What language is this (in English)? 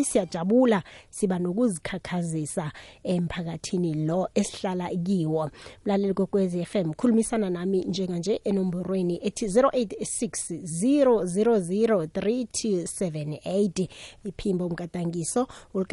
South Ndebele